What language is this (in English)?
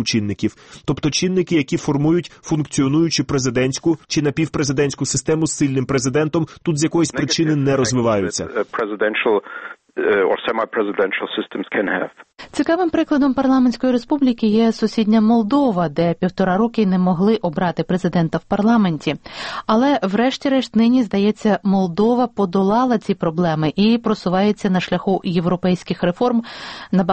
Ukrainian